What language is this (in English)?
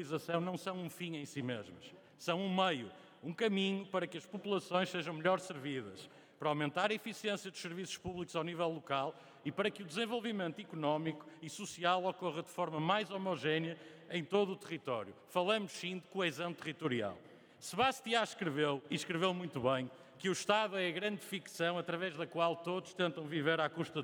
Portuguese